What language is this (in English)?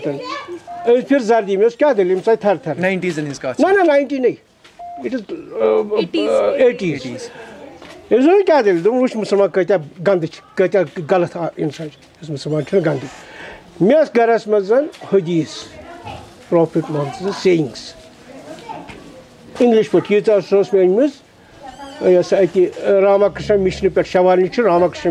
Kashmiri